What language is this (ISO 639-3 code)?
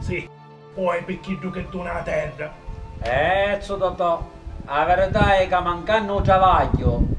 scn